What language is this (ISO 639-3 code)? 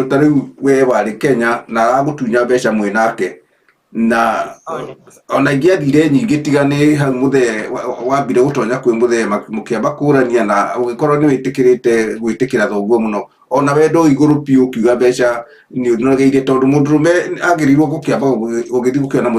kik